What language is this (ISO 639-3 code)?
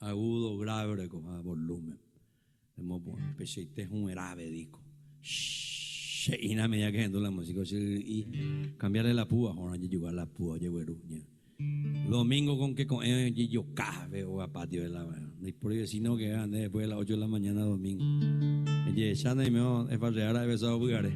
grn